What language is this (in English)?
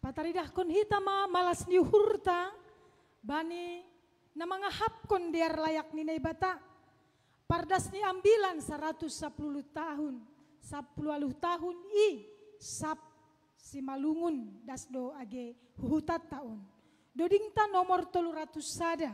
Batak Simalungun